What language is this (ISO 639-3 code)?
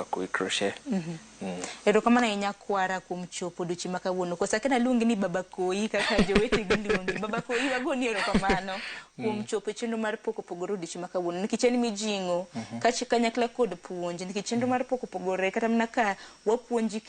luo